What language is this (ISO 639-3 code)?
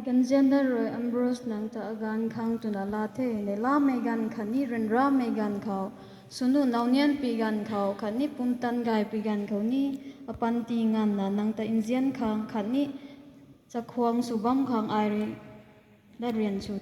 nbu